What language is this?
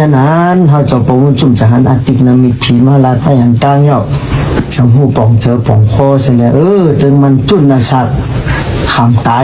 Shan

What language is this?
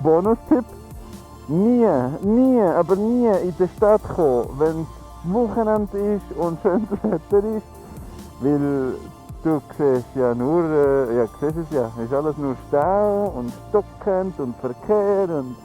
Swiss German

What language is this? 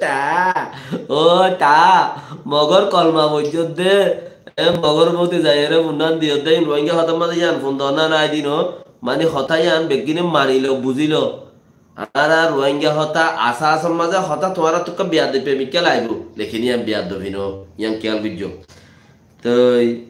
Rohingya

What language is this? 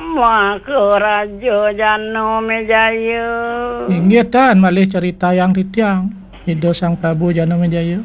Balinese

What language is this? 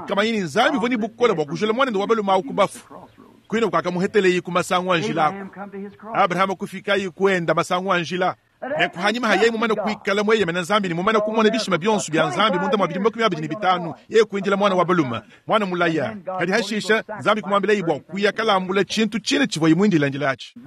Luba-Lulua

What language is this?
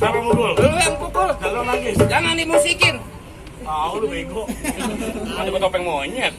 Betawi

